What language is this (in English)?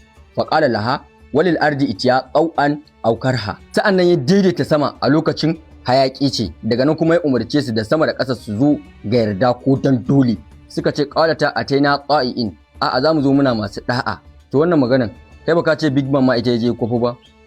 Hausa